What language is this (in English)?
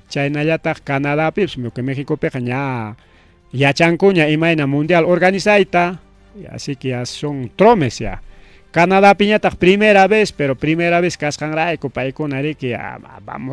Ayacucho Quechua